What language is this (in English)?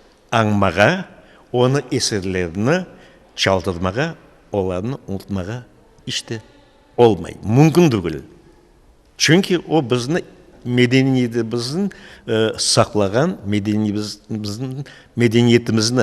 Crimean Tatar